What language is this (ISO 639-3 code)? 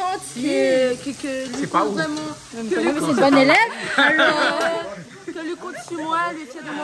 rcf